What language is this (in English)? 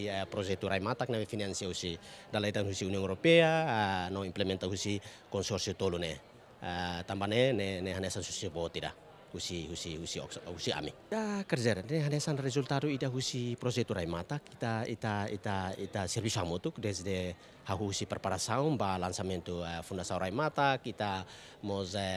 Tetum